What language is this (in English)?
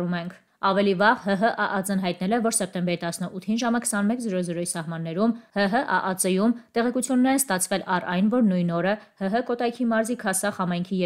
Armenian